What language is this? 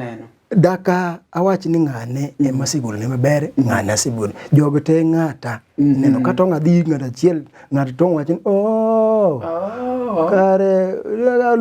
Luo (Kenya and Tanzania)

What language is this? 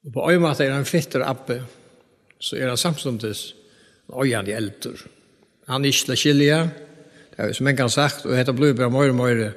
Faroese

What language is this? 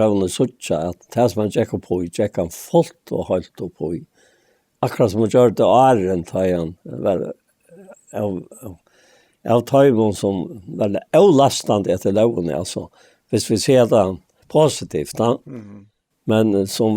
Faroese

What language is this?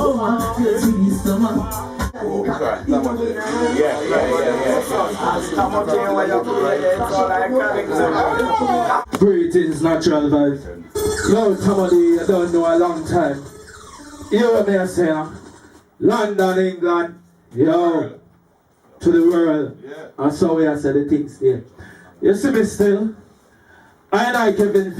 Jamaican Creole English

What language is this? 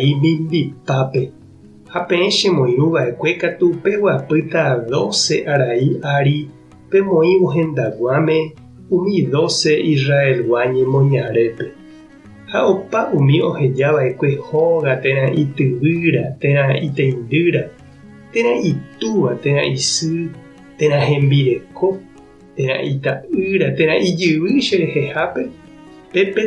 Guarani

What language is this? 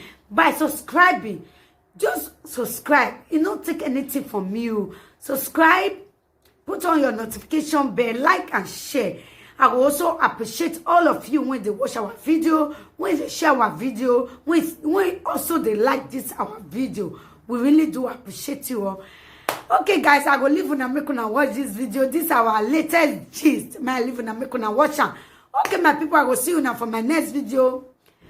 Nigerian Pidgin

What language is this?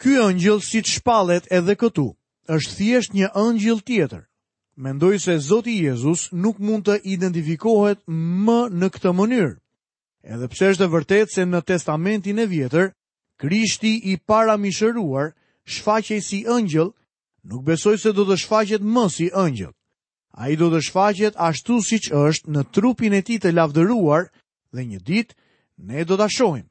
Albanian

